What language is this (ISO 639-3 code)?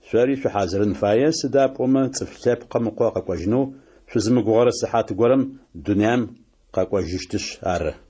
ady